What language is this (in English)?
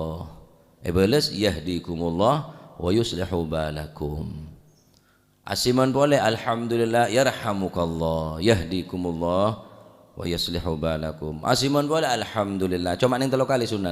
Madurese